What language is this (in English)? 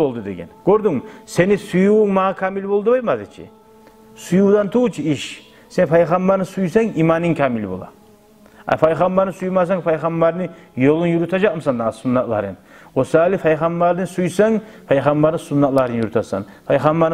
Kumyk